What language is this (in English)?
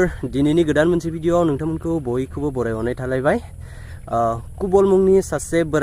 Bodo